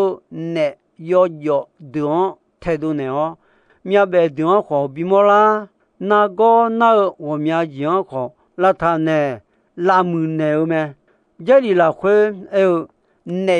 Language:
Akha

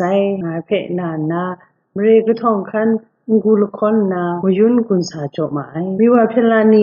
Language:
Kachin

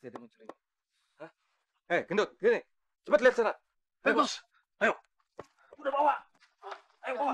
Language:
Betawi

